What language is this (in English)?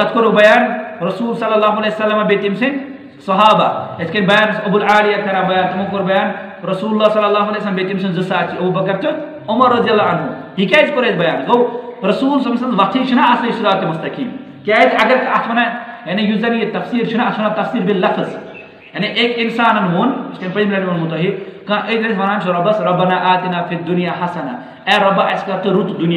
Kashmiri